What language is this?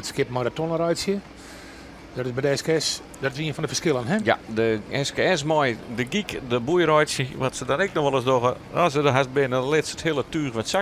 Western Frisian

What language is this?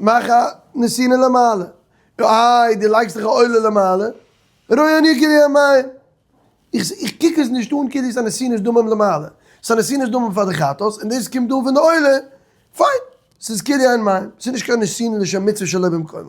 Yiddish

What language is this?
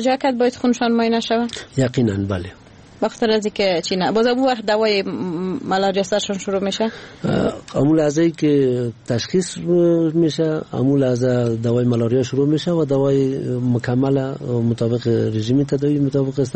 Persian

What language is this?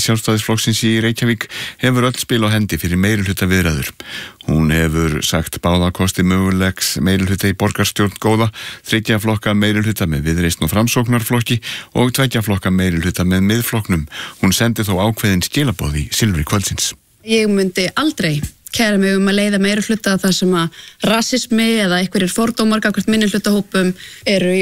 Icelandic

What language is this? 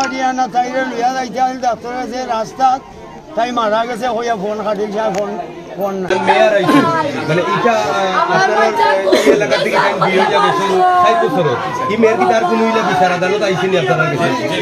Sylheti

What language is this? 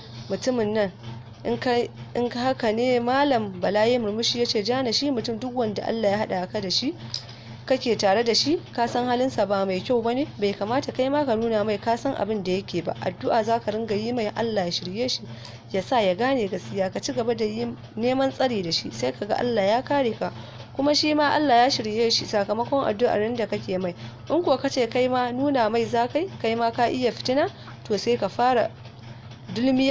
Hausa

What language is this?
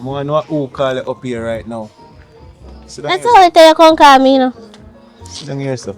Jamaican Creole English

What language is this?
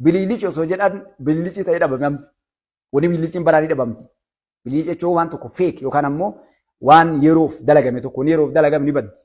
Oromo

